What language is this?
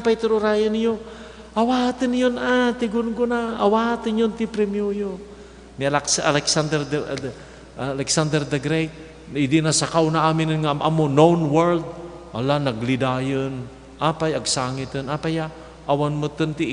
Iloko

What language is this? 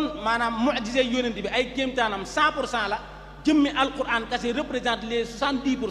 Wolof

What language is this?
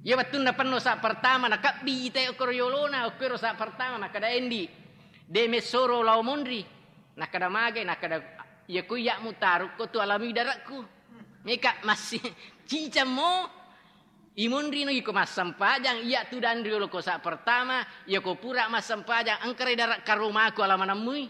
Buginese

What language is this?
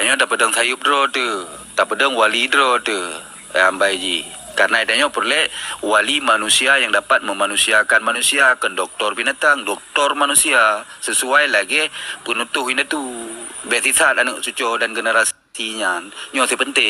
Achinese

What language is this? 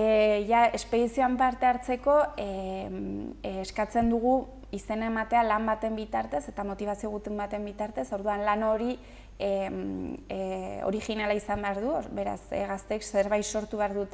Basque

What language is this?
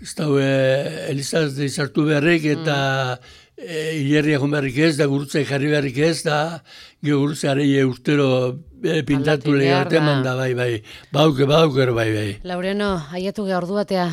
Basque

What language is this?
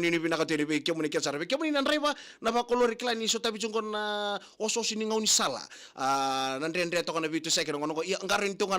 Fijian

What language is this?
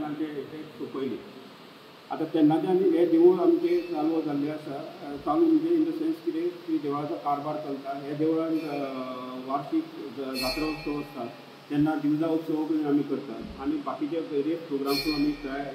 Konkani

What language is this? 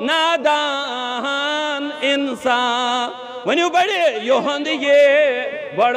Kashmiri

